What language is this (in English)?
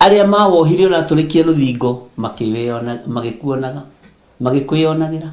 Kikuyu